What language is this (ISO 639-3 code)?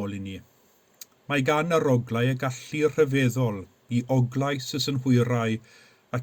cym